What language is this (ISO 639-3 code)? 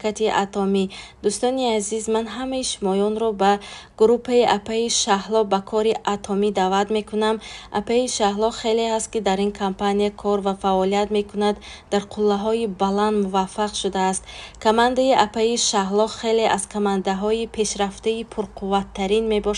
tgk